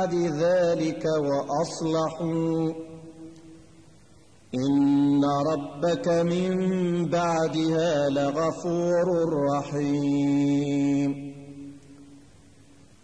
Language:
Arabic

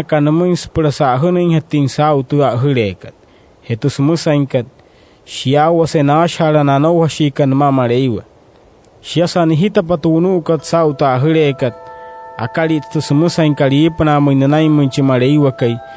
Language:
Wayuu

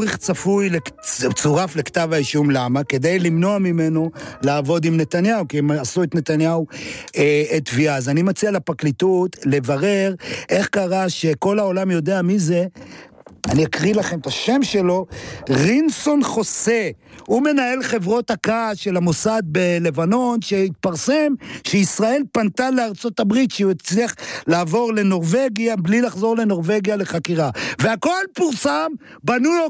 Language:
Hebrew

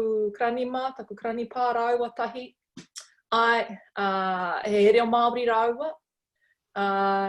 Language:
Māori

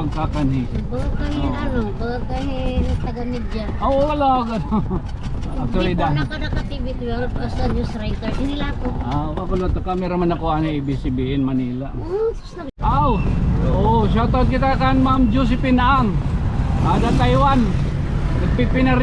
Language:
Waray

